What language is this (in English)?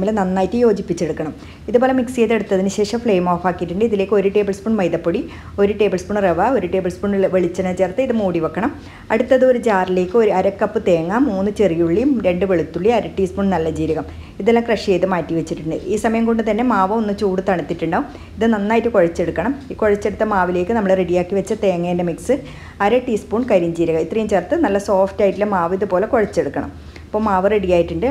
Malayalam